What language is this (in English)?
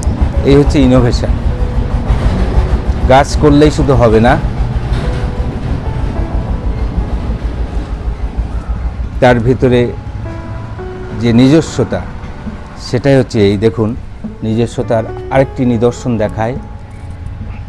Bangla